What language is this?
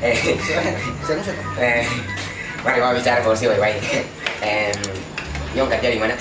Ambonese Malay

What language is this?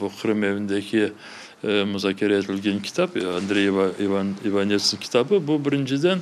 Crimean Tatar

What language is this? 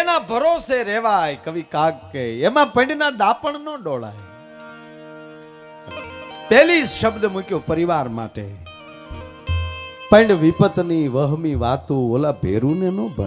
Gujarati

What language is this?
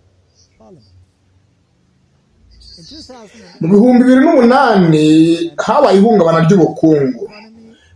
Kinyarwanda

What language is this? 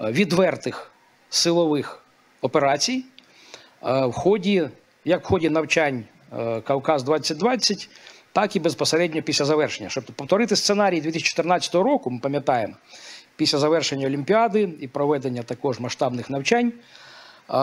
Ukrainian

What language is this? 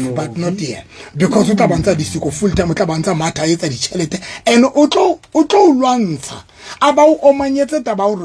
Southern Sotho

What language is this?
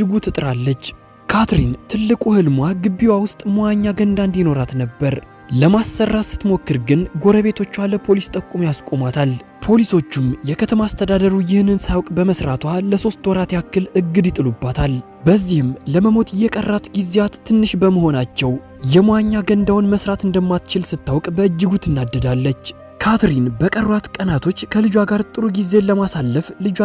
Amharic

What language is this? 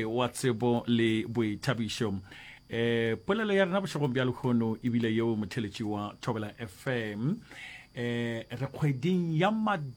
Northern Sotho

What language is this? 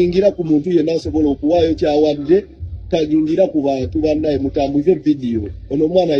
Ganda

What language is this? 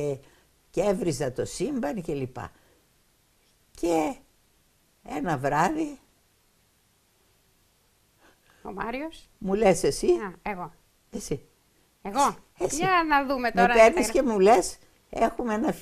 Greek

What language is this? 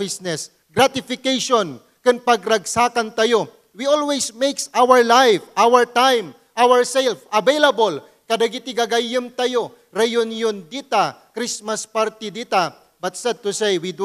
Iloko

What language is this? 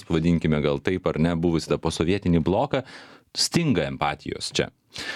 Lithuanian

